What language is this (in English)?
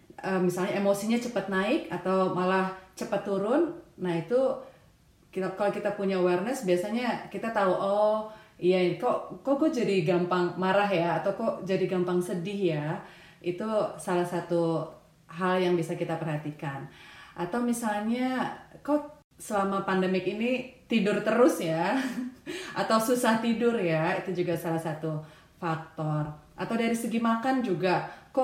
Indonesian